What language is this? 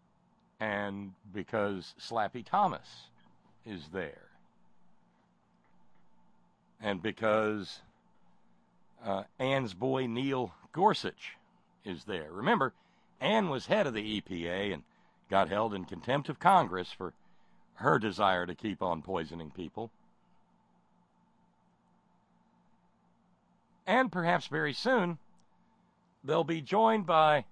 English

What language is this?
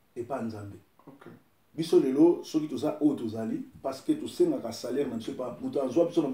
Lingala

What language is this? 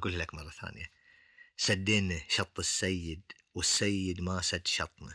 Gulf Arabic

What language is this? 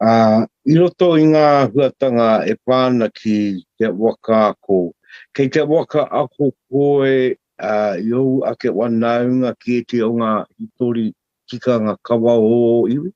Māori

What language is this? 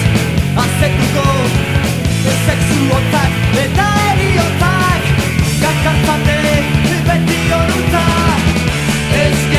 Basque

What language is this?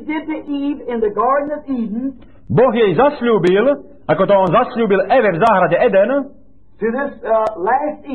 Slovak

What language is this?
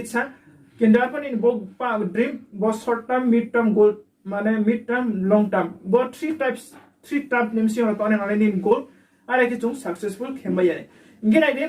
Riang (India)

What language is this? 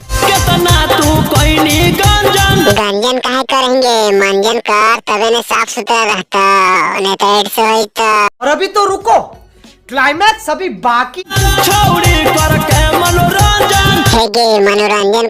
Magahi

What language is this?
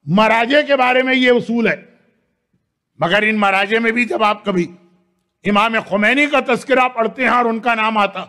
Urdu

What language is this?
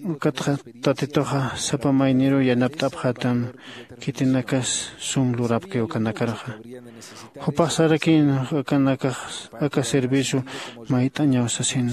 Aymara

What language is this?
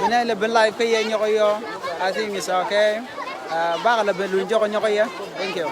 Nuer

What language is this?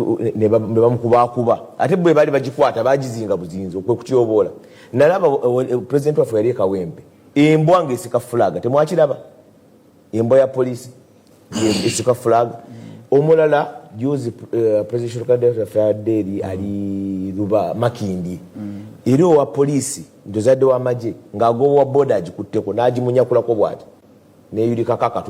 Ganda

